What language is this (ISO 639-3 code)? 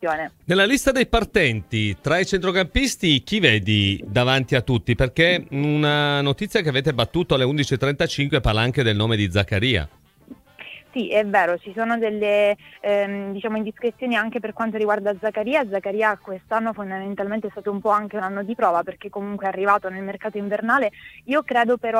ita